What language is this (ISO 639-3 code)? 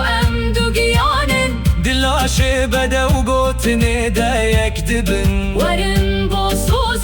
kur